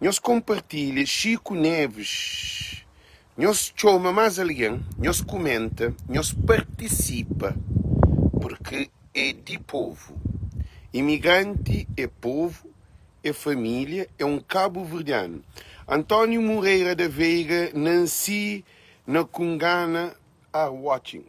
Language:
Kabuverdianu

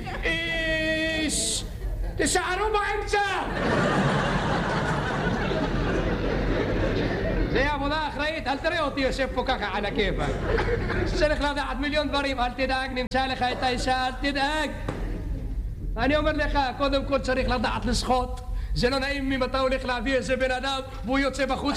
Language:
Hebrew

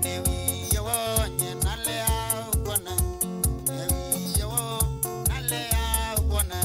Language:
Kamba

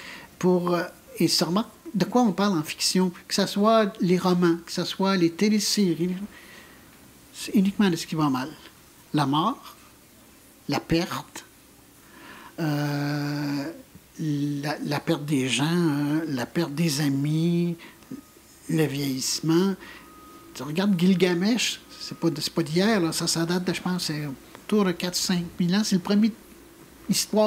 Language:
French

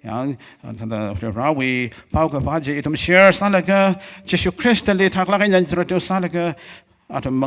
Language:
Tangkhul Naga (India)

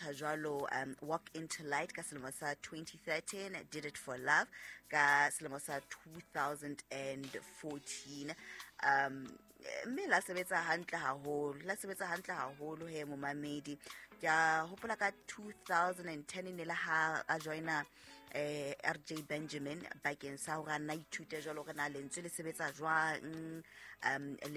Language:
Southern Sotho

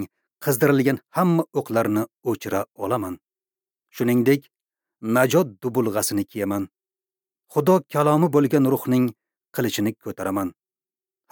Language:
Uzbek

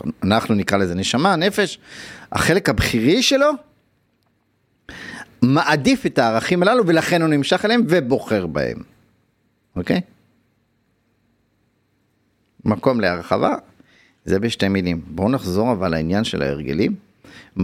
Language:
Hebrew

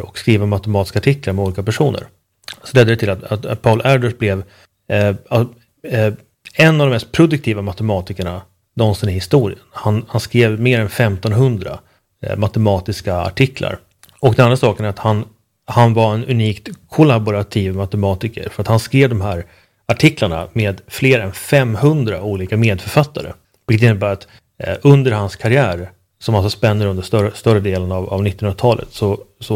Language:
Swedish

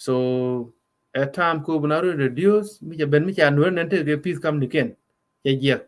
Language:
Nuer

